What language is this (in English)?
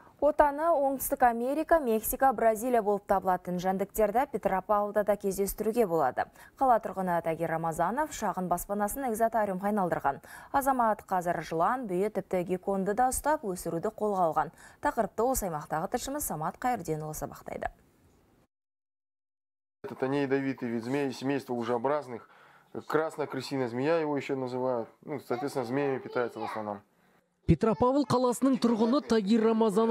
Kazakh